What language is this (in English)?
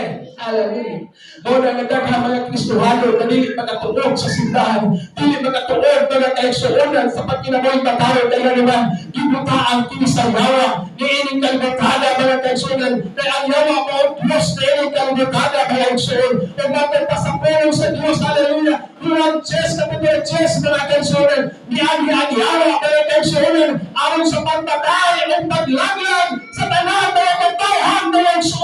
Cebuano